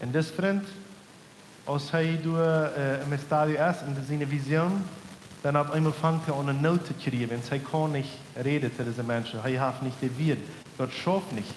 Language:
Plautdietsch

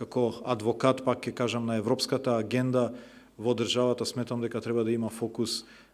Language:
Macedonian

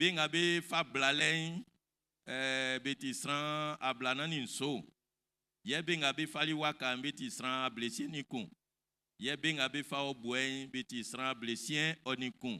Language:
Baoulé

